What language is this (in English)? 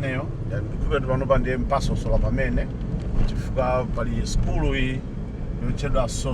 Nyanja